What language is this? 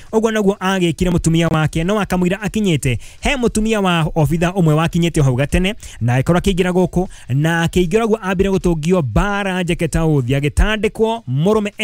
Kikuyu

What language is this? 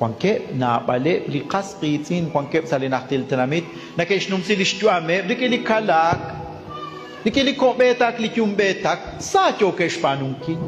Kekchí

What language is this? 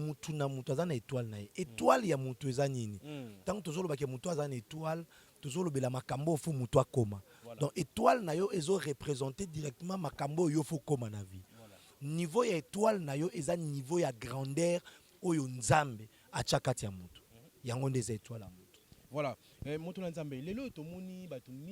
Lingala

